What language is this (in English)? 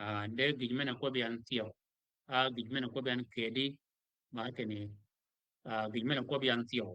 Shilluk